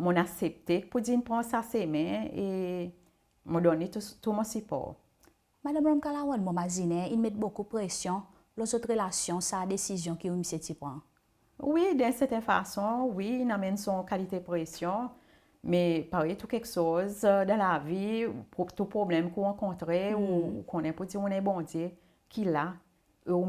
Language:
Seselwa Creole French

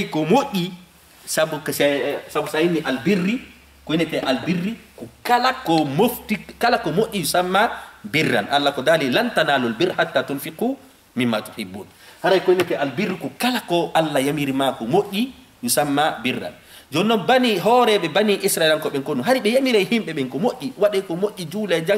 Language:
Fula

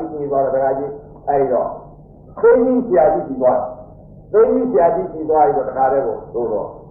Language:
Burmese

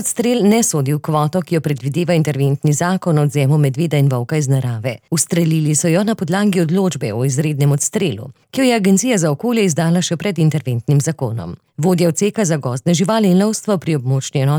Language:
Slovenian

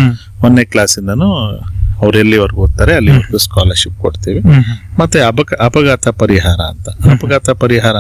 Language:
Kannada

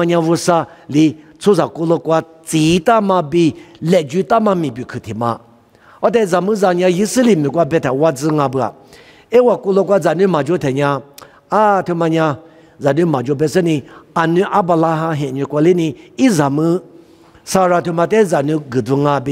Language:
Lisu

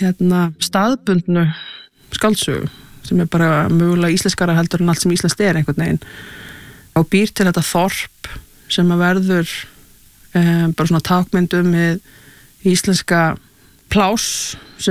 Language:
Icelandic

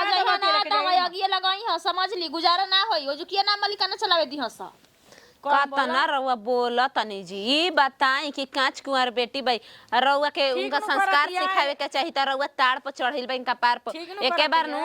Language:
Bhojpuri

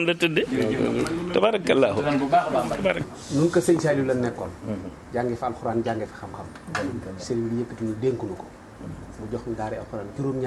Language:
Wolof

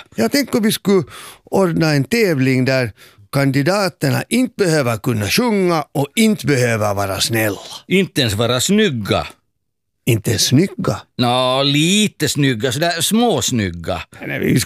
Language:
Swedish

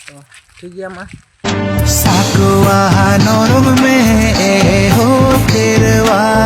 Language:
Santali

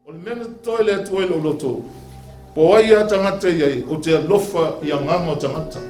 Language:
Samoan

